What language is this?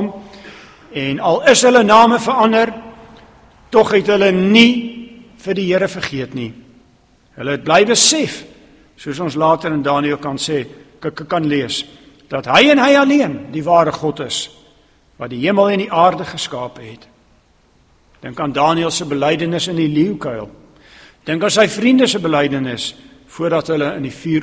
Afrikaans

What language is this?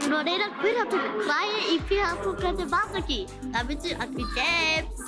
Māori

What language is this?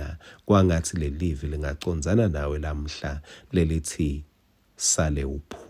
Swati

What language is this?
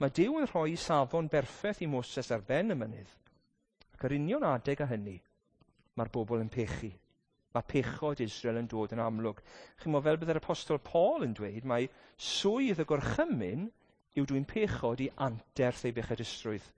Welsh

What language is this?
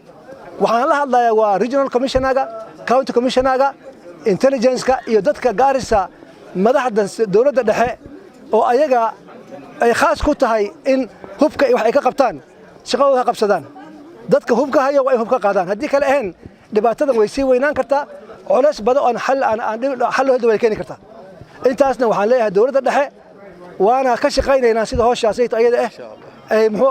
Somali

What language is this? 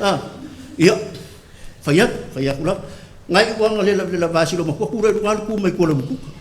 Samoan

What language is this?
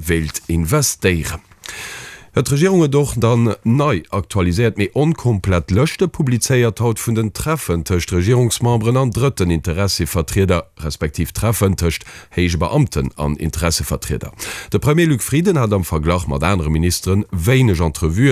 Luxembourgish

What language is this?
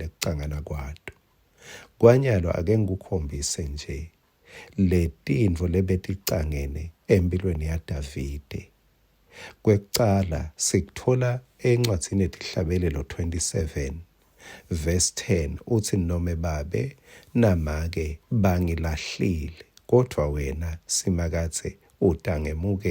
Swati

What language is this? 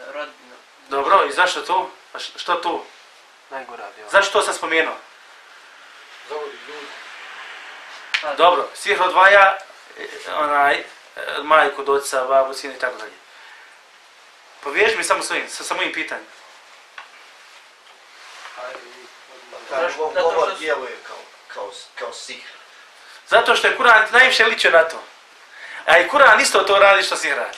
Bosnian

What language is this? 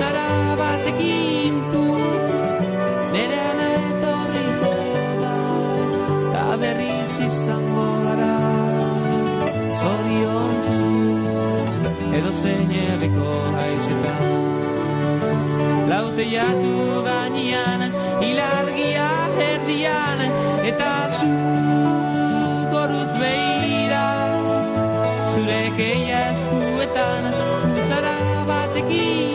Basque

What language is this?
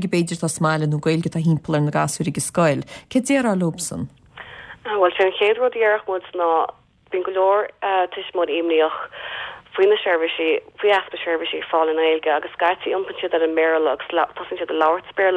Irish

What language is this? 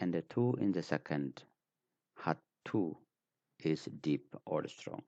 English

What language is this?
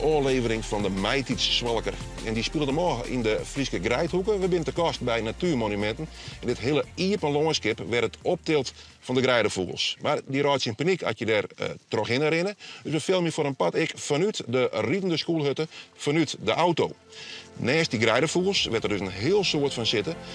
Western Frisian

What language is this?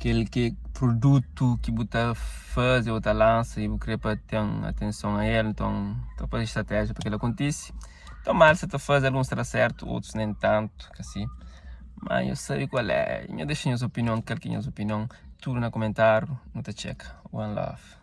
Kabuverdianu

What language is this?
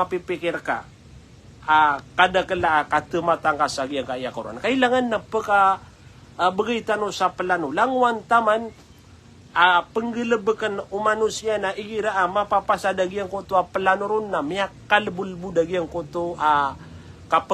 Maranao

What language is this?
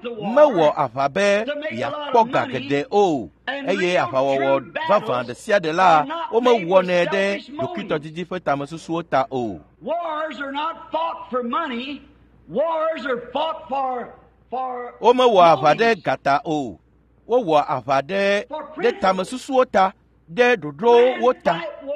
Ewe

